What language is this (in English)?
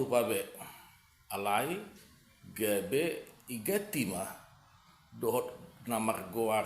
Batak Toba